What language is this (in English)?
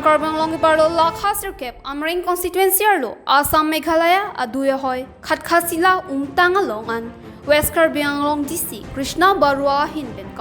Karbi